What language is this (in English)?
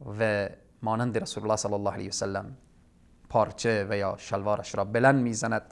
Tajik